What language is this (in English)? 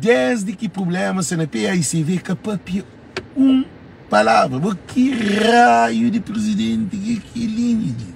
Kabuverdianu